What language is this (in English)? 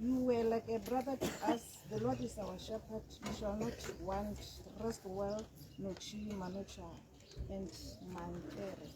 Tswana